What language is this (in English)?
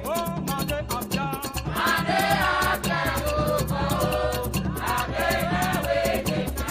Ewe